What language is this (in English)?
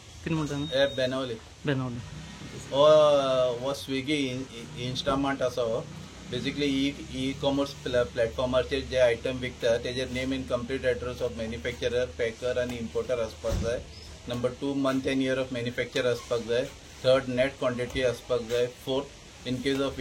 Konkani